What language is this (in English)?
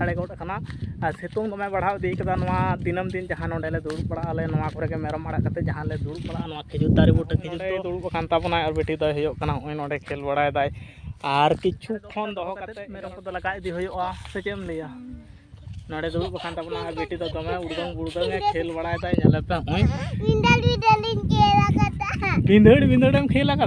Santali